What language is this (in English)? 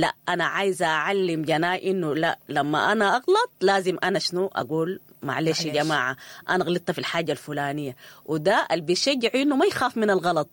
Sudanese Arabic